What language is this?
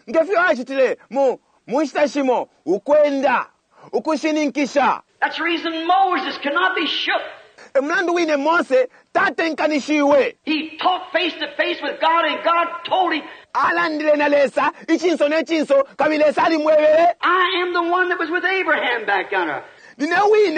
Bemba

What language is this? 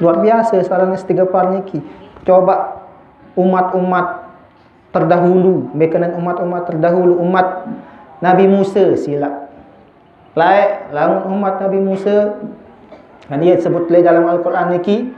Sasak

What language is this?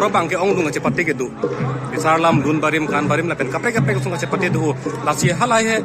Karbi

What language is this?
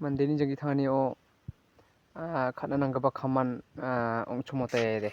Garo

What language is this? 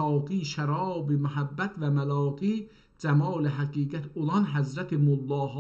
South Azerbaijani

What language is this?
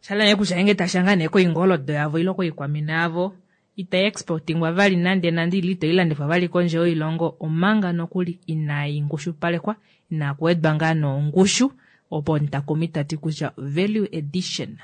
Kuanyama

